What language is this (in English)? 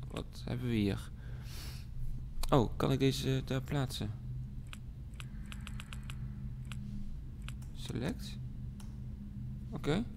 Dutch